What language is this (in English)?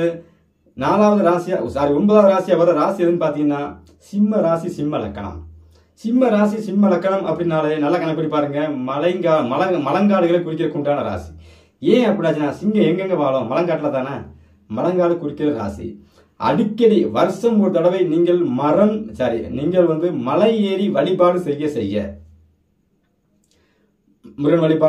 Tamil